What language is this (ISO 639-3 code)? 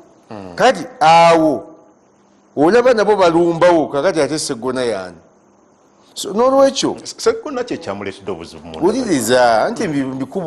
lug